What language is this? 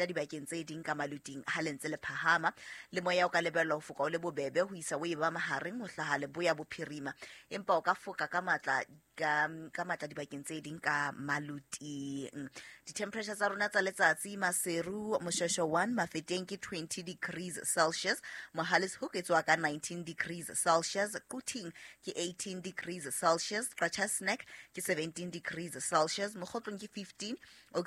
Southern Sotho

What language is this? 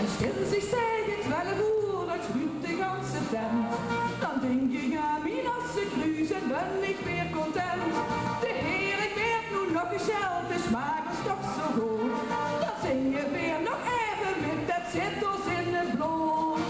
Limburgish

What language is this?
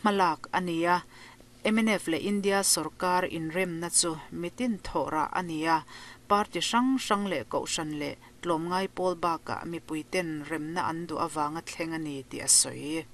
Mizo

